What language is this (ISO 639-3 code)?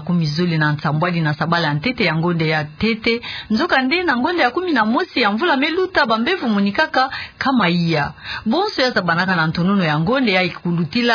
ktu